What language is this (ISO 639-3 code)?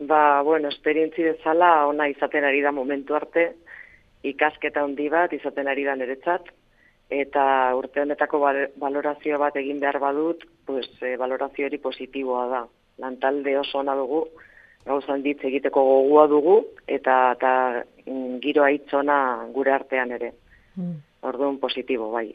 eus